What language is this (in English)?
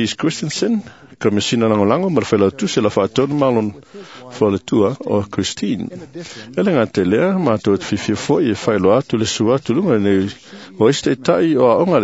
Samoan